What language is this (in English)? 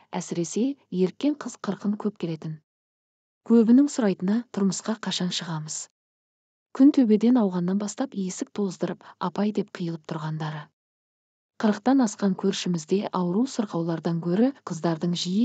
Kazakh